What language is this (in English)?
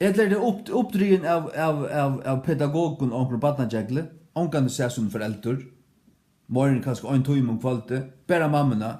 Faroese